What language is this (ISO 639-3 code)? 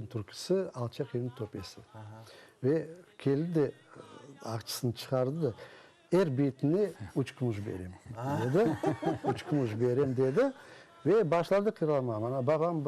crh